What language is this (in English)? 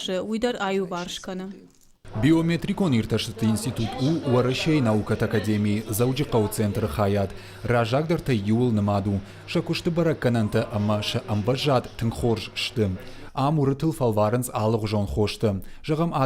Ossetic